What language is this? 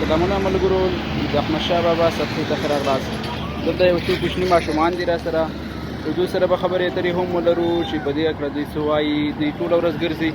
Pashto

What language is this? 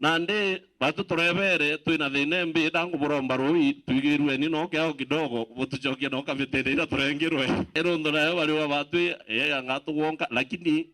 Meru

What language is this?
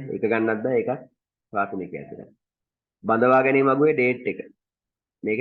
Sinhala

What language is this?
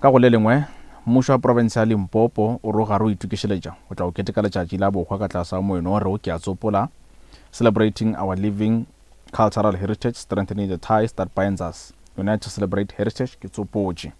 Northern Sotho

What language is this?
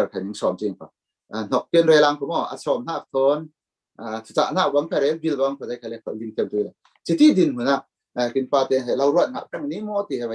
Falam Chin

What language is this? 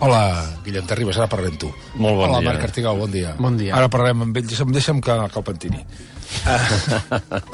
Catalan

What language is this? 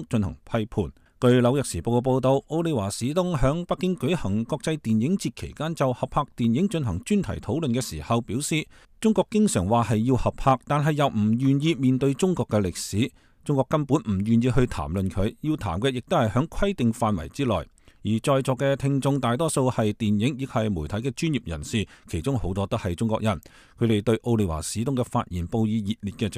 Cantonese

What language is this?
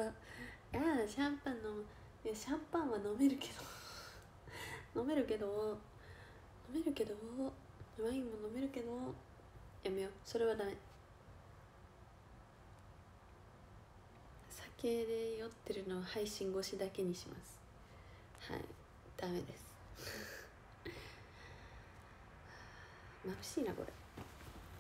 Japanese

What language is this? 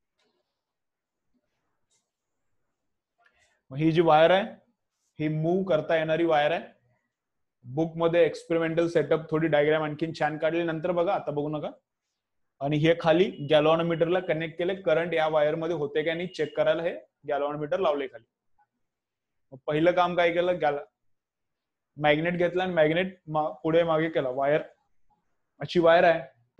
Marathi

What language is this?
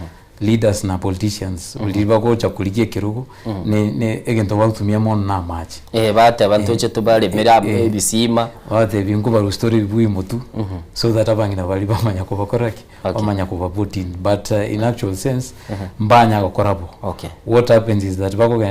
Gusii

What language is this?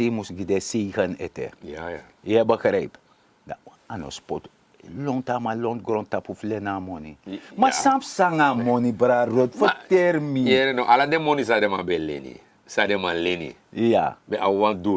Sranan Tongo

